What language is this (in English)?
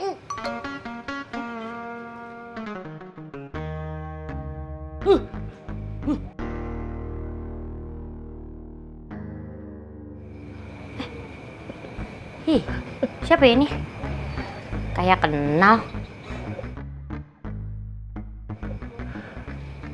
Indonesian